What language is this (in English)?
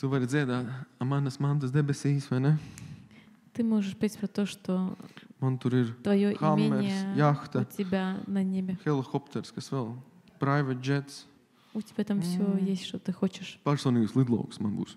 Latvian